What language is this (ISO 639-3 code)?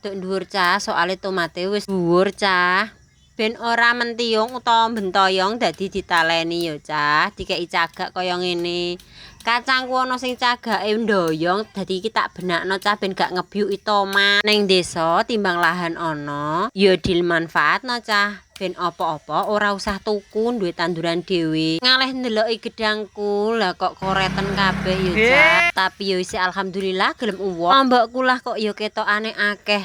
jav